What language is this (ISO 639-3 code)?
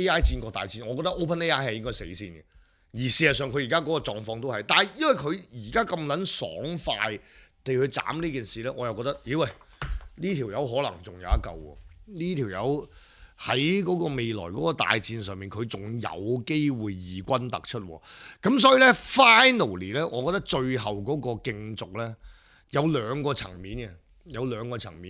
yue